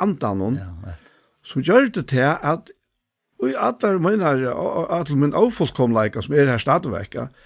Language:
Faroese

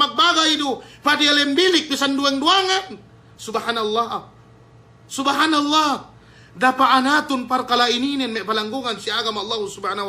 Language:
Yakan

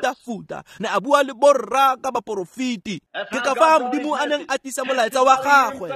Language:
Tswana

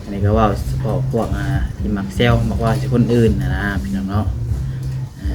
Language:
Northeastern Thai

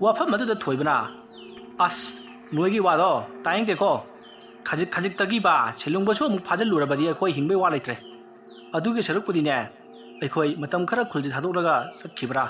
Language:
Manipuri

